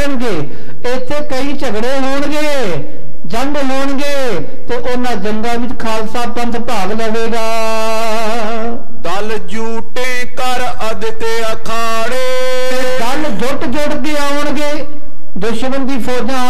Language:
Punjabi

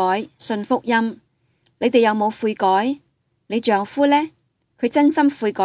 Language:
Cantonese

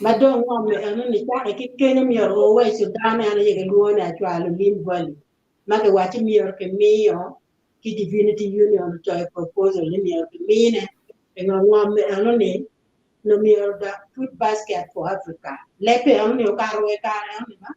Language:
Acoli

